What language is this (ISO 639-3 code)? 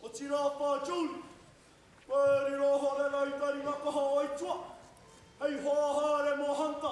mri